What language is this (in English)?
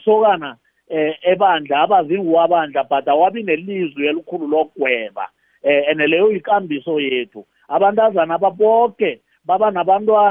South Ndebele